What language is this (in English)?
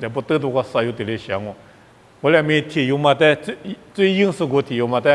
Lisu